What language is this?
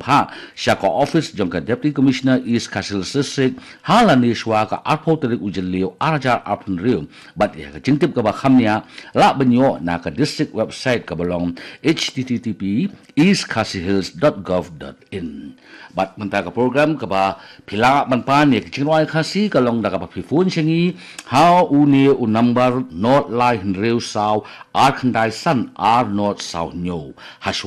Khasi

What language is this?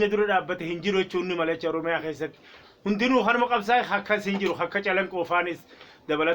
Oromo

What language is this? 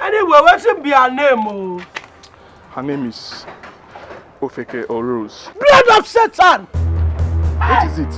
Nigerian Pidgin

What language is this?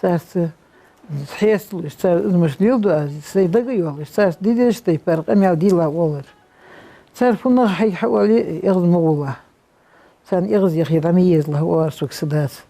Ingush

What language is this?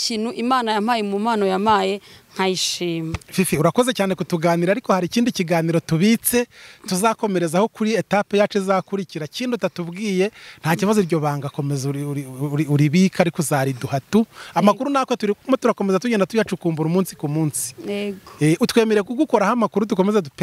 Kinyarwanda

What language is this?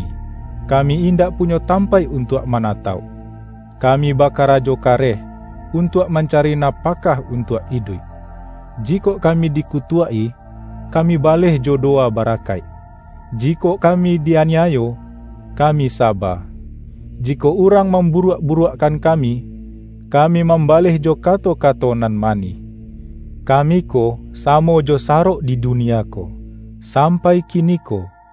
Minangkabau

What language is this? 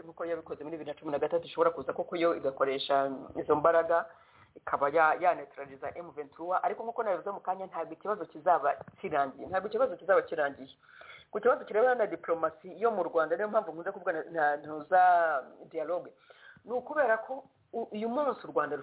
Kinyarwanda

